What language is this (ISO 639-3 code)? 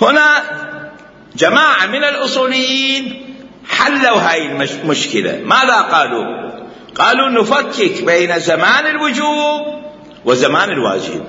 acm